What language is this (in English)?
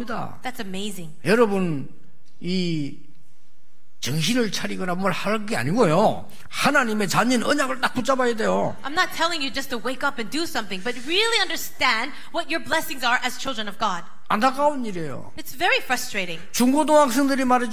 Korean